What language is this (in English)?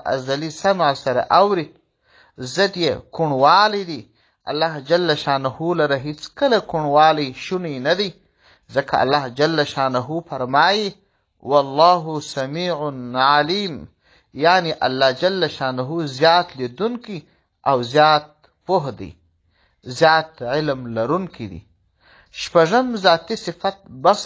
Pashto